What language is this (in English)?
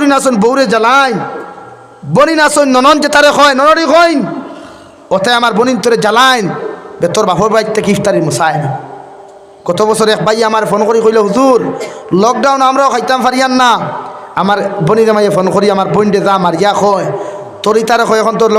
Sylheti